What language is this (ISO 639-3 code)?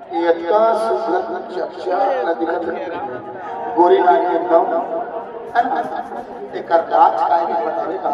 hne